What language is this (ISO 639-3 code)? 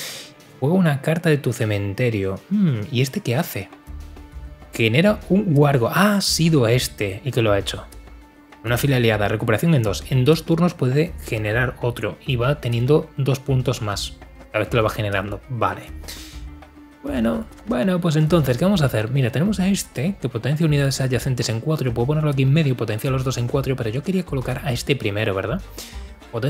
spa